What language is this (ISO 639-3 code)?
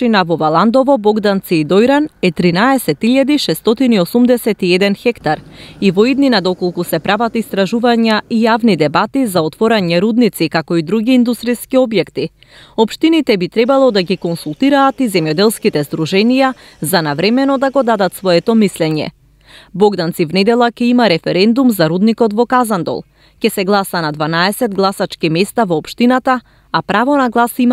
mkd